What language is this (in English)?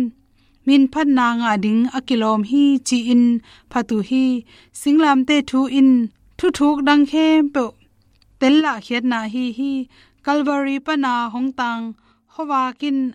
Tedim Chin